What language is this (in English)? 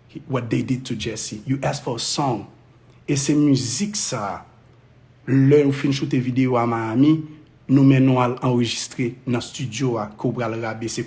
Haitian Creole